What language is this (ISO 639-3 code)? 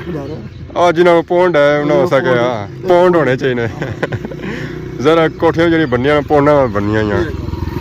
phr